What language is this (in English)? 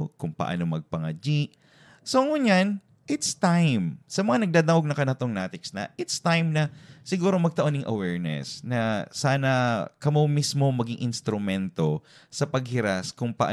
Bikol